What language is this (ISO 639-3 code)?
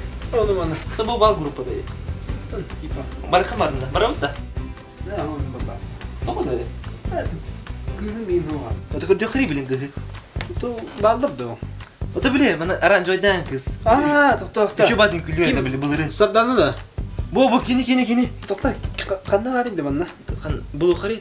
sah